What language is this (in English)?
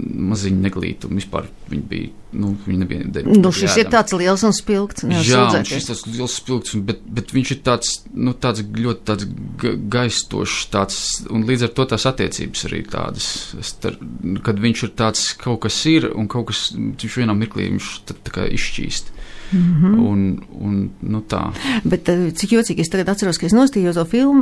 Latvian